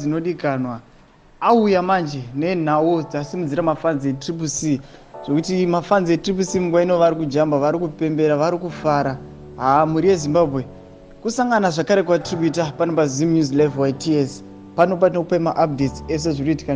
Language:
Shona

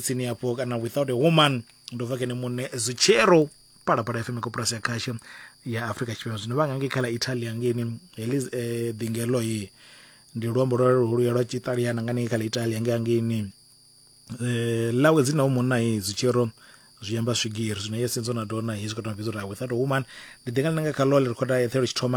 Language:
Venda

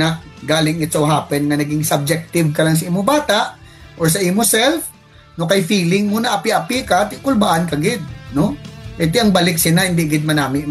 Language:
Hiligaynon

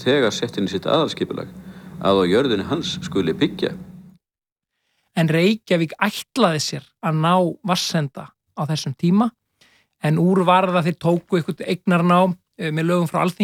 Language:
Icelandic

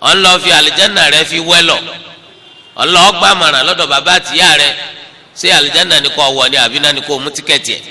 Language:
Yoruba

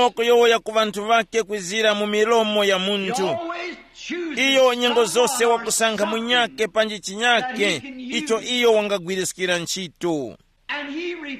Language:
Tumbuka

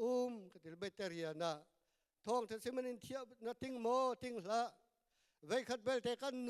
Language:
Hakha Chin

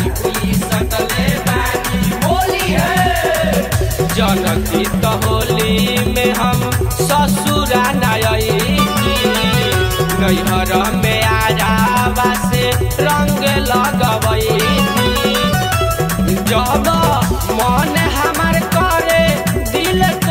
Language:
Bhojpuri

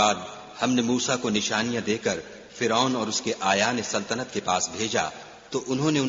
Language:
Urdu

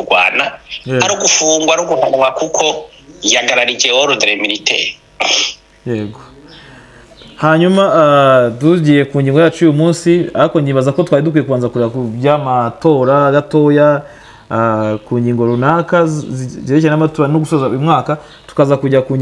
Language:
Kinyarwanda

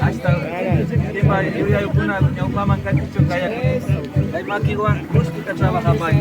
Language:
Imbabura Highland Quichua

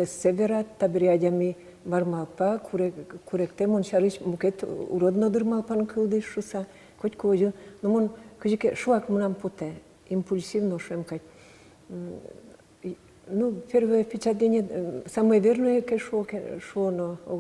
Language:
Udmurt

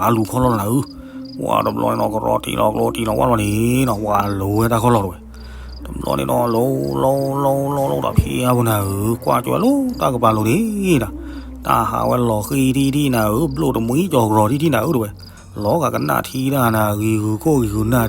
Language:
S'gaw Karen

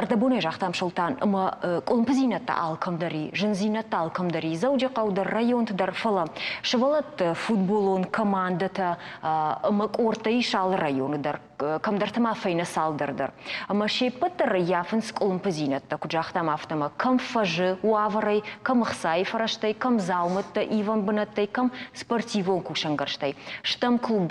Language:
Ossetic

